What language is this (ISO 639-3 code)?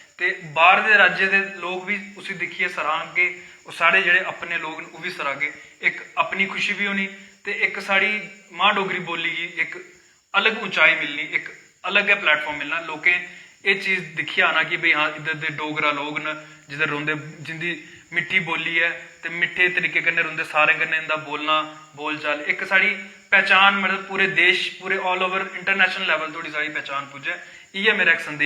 doi